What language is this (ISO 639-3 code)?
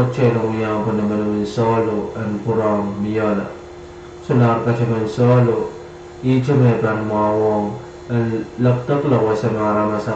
pon